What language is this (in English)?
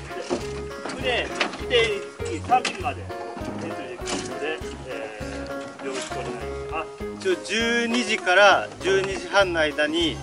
Japanese